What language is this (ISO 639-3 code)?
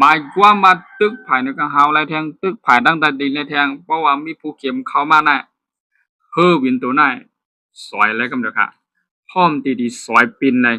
shn